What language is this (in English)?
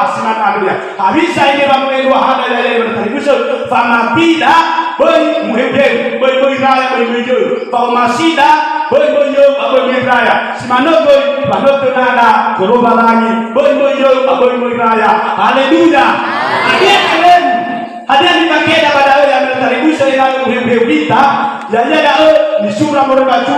Nias